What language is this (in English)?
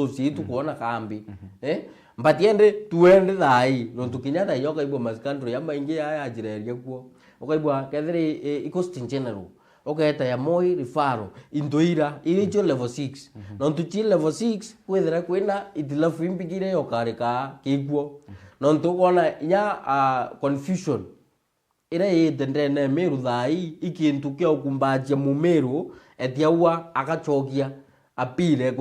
Meru